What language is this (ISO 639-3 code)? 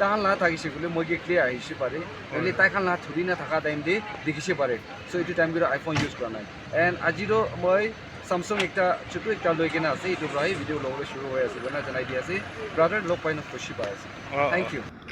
nag